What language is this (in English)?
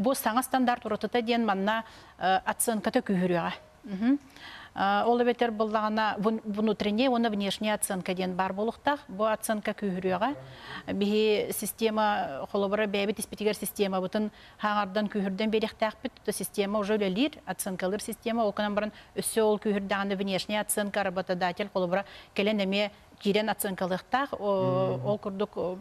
Yakut